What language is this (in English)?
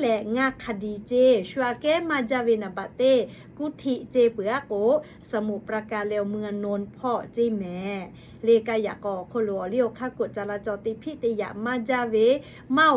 Lahu